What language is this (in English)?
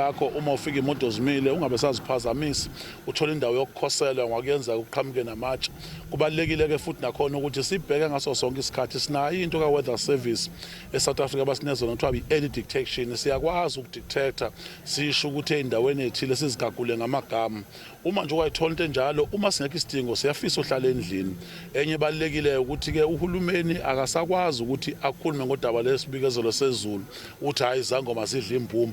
Zulu